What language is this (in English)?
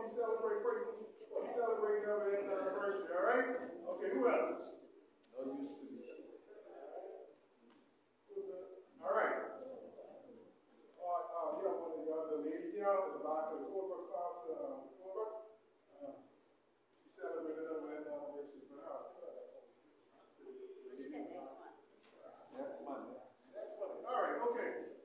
English